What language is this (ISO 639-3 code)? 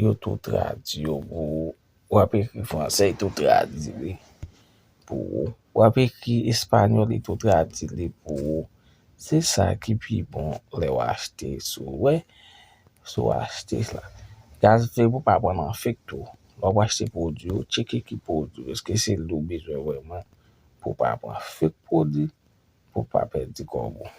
hat